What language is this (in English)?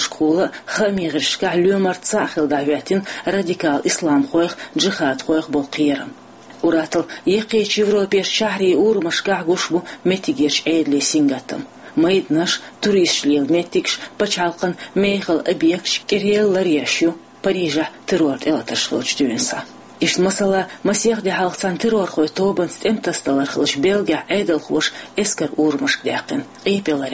Chechen